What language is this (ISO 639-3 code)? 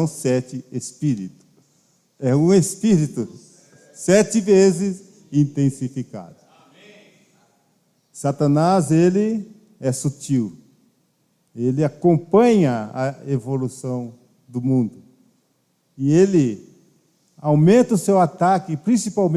por